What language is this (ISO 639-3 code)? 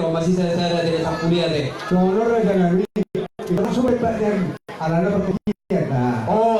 bbc